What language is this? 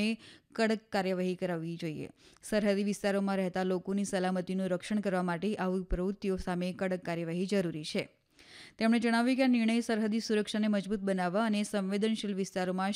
Gujarati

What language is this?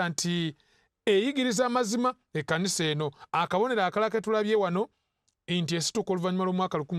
Ganda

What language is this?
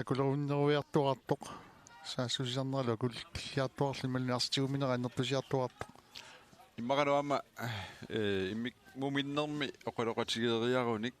Kalaallisut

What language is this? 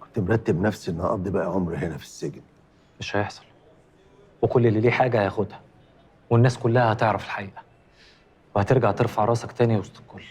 Egyptian Arabic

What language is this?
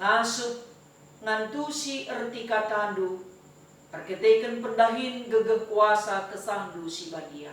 Batak Karo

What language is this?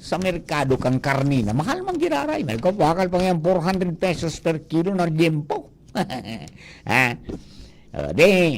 Bikol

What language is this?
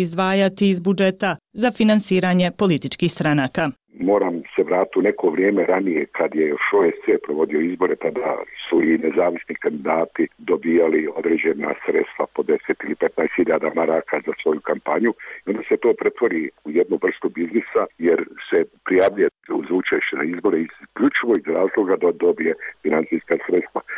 Bosnian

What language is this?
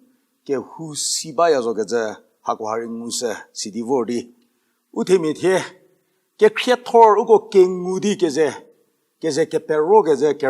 Angami Naga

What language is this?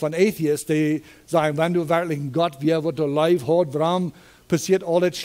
Plautdietsch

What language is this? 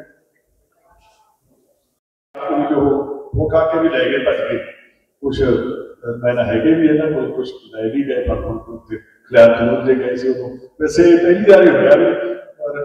Punjabi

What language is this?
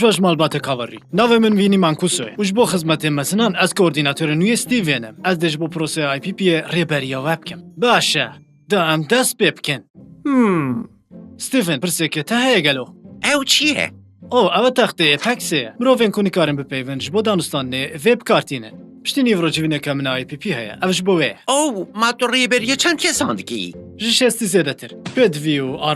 Kurdish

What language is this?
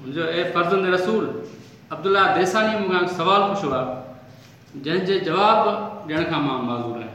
Sindhi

